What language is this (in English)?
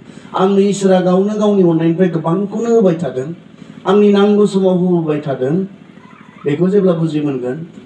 Bodo